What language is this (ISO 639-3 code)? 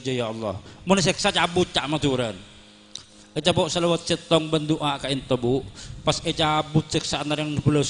mad